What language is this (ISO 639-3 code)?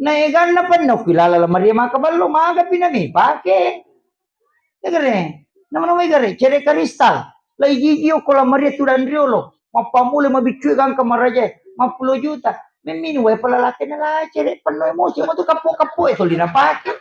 bug